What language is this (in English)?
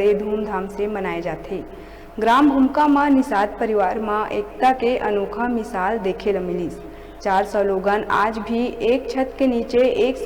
Chhattisgarhi